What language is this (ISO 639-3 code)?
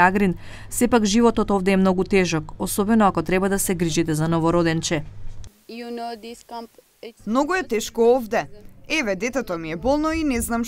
mkd